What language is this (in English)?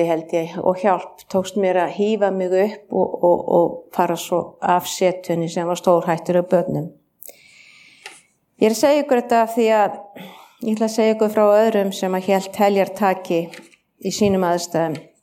Icelandic